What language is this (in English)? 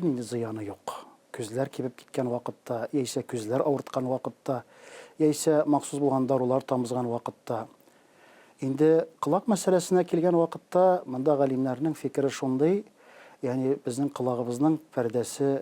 Tatar